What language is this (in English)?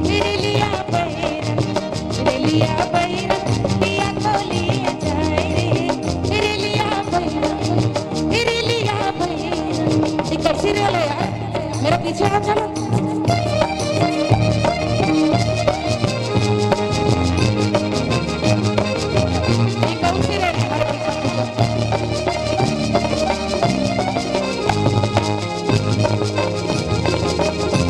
Bhojpuri